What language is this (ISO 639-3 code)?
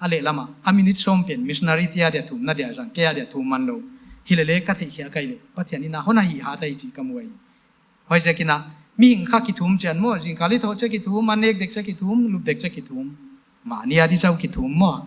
pck